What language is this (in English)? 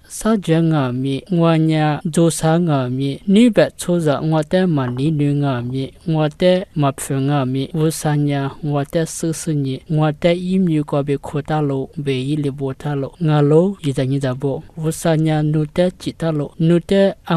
Lisu